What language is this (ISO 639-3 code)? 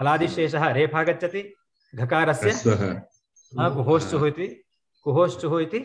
san